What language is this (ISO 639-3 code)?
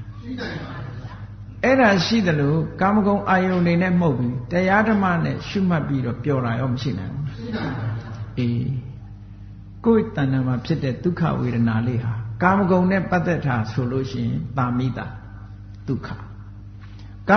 mya